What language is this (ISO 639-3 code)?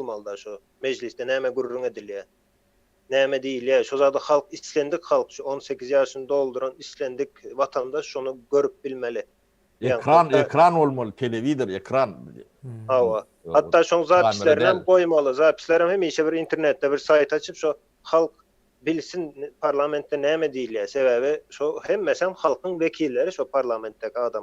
tuk